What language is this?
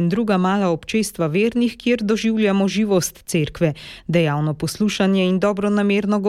Slovenian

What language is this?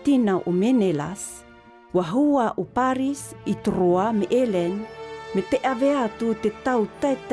South Marquesan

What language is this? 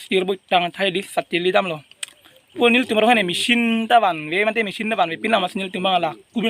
Karbi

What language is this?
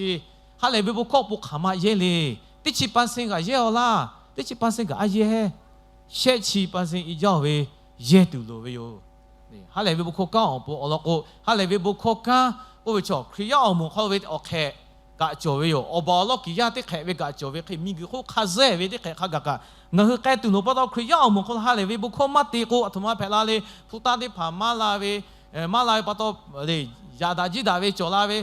Lahu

